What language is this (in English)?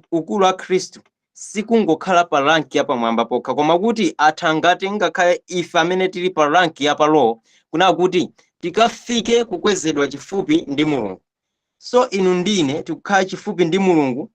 Nyanja